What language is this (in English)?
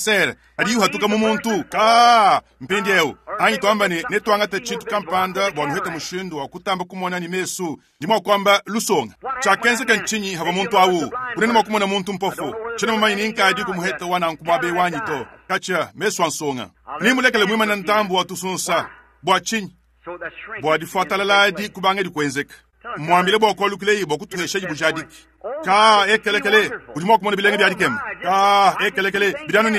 Luba-Lulua